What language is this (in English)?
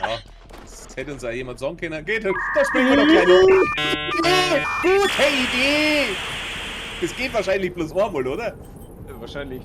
Bavarian